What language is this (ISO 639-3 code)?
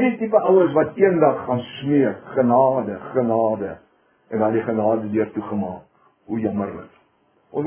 afr